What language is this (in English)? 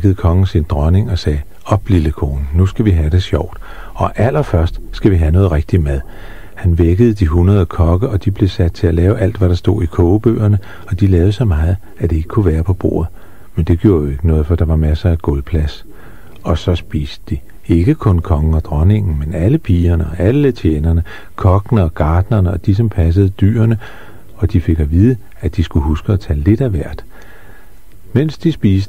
Danish